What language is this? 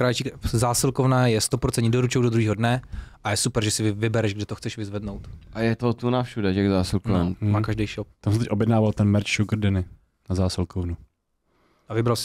Czech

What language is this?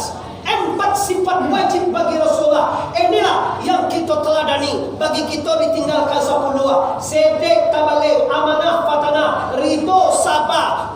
Minangkabau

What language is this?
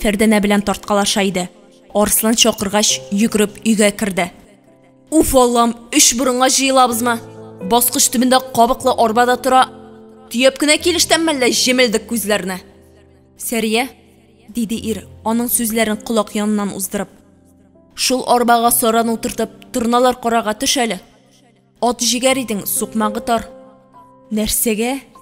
Tatar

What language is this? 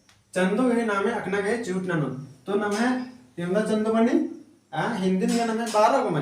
Kurukh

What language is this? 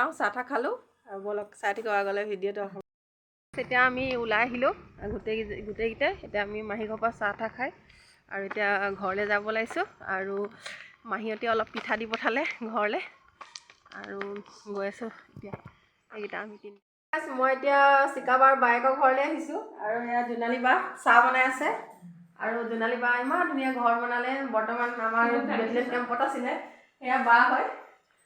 Assamese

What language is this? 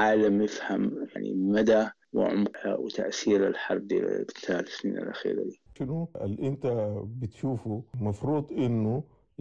Sudanese Arabic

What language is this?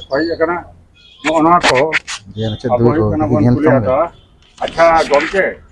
Santali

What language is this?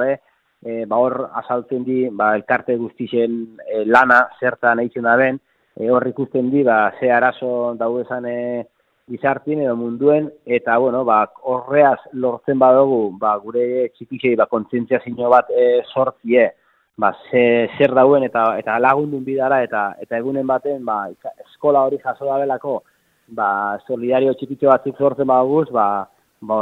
Basque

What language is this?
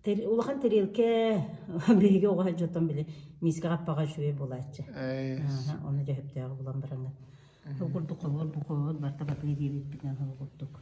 Yakut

